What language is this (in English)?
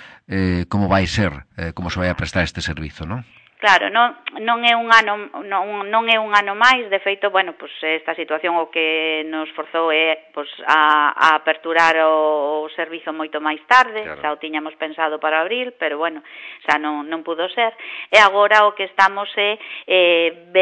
Galician